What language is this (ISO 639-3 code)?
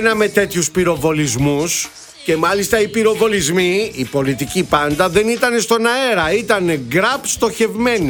ell